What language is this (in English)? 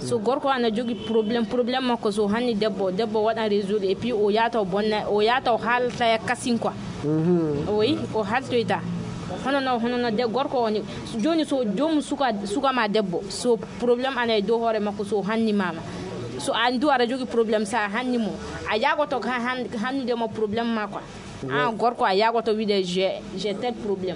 Fula